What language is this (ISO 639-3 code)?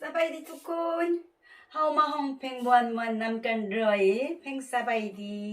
lao